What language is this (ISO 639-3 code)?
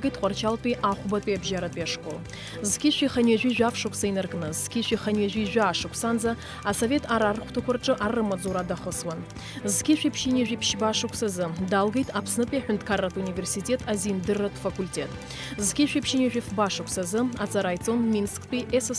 abk